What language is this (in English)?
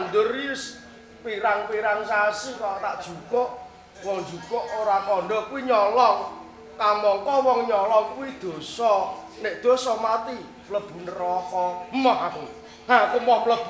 Javanese